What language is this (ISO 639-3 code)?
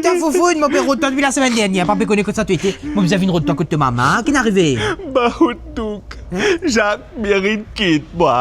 mfe